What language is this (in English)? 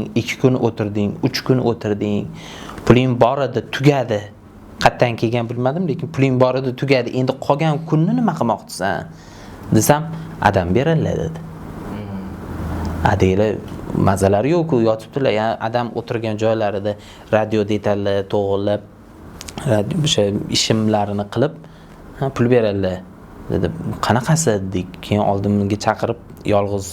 Uzbek